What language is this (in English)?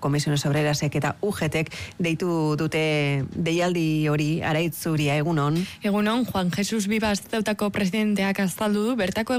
Basque